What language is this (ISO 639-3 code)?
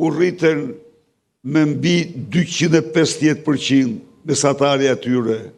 sqi